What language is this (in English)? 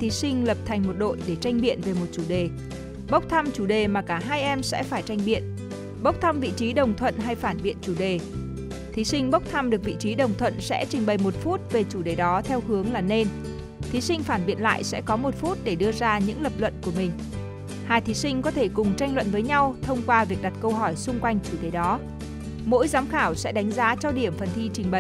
Vietnamese